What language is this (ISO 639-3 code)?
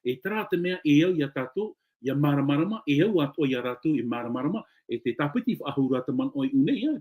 tah